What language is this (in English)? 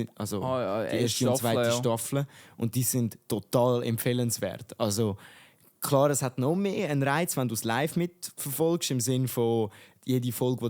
Swiss German